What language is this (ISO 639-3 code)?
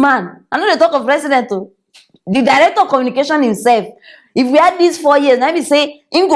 pcm